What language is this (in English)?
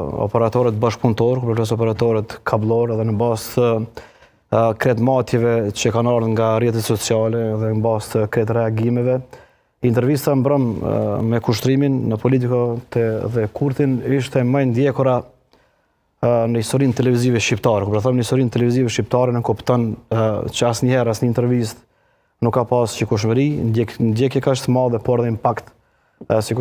Albanian